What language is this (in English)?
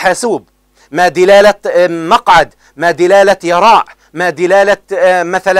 Arabic